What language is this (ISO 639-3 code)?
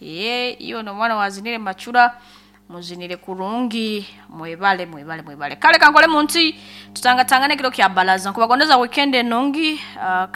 nyo